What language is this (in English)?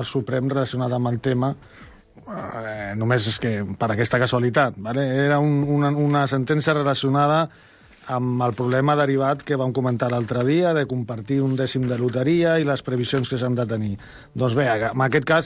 Catalan